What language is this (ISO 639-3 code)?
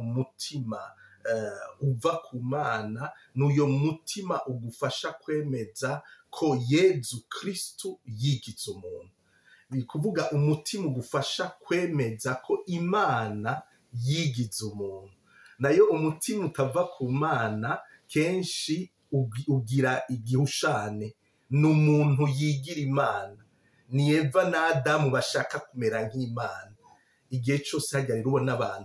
run